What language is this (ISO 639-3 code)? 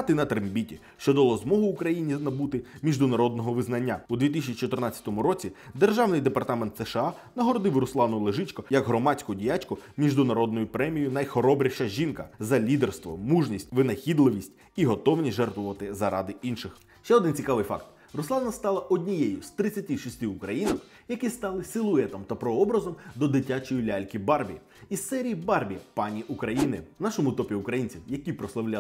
ukr